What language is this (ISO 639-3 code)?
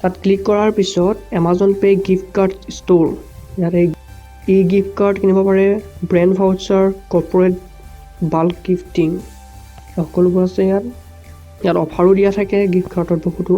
asm